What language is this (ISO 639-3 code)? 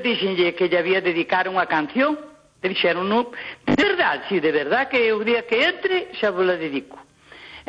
glg